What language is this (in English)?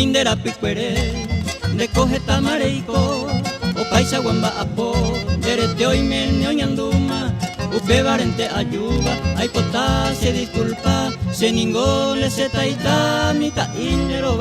Guarani